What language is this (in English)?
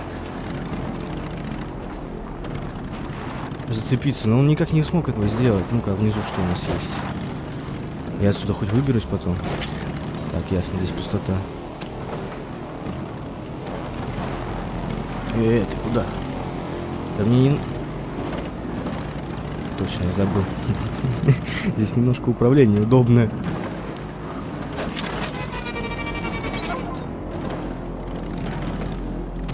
Russian